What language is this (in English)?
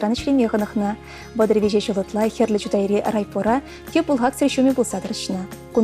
Chuvash